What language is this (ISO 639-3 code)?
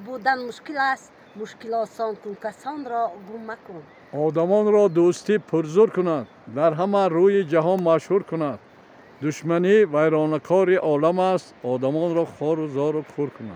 tgk